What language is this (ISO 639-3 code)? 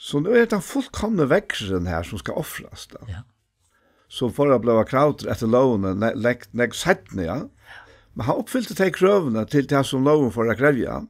fao